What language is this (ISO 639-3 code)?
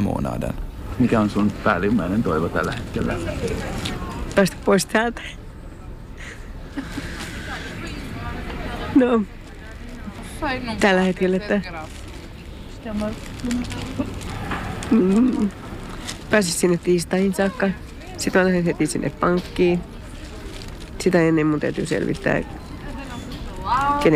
fin